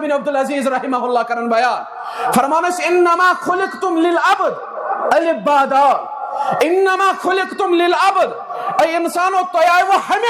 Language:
Kashmiri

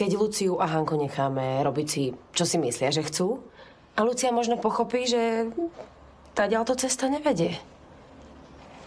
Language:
Slovak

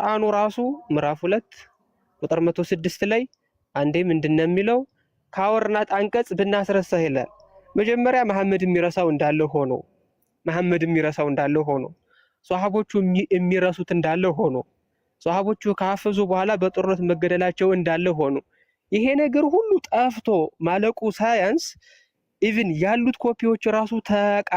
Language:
Amharic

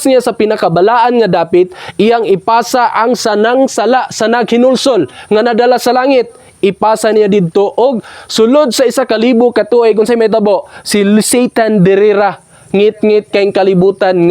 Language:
Cebuano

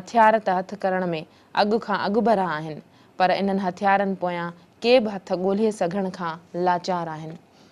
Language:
Sindhi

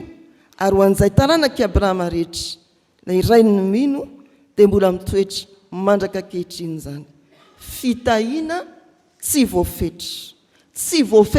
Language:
Malagasy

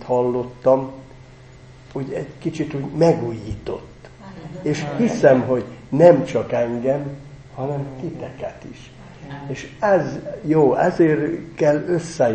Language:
Hungarian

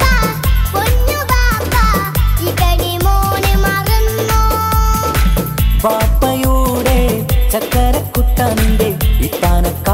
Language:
Malayalam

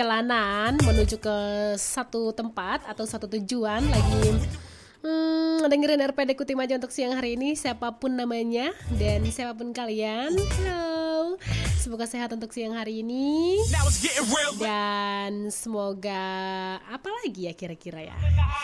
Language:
Indonesian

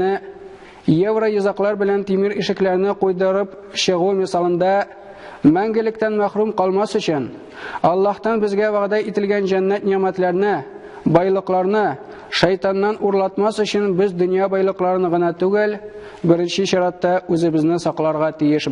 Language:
Tatar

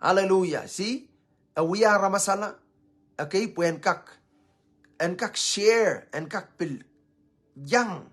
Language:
Pohnpeian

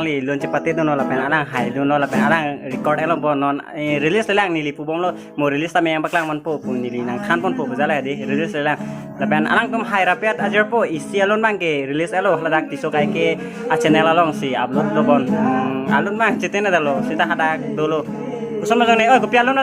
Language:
Karbi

